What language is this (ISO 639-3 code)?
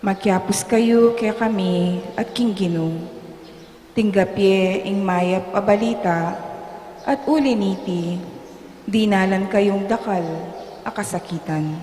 pam